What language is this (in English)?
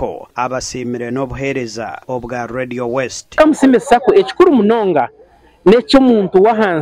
Nyankole